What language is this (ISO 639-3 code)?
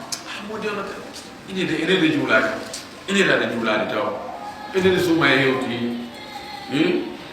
ful